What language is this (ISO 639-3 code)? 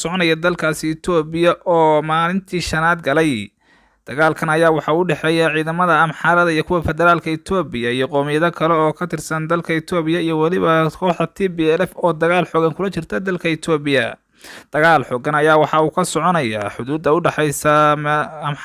som